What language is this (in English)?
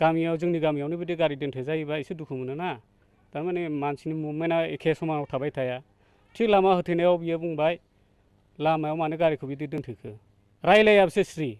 Bodo